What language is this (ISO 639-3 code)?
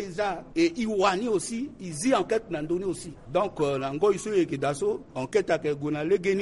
sag